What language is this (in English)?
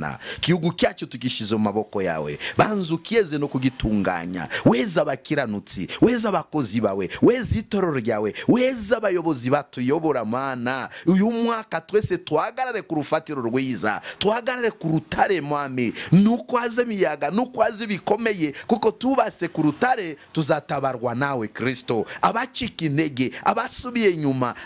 Kinyarwanda